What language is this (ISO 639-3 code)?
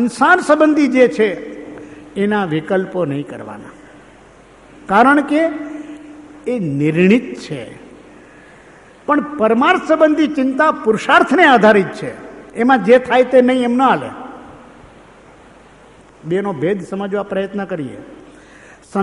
guj